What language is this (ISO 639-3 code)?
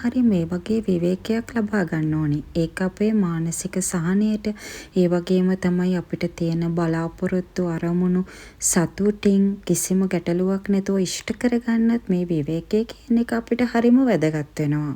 sin